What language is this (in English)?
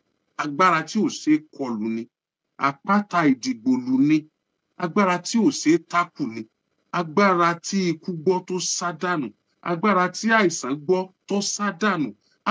Yoruba